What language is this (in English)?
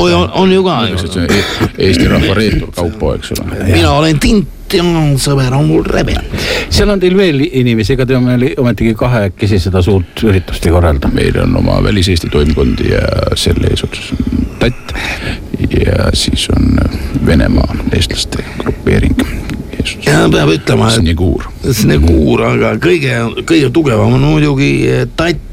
Estonian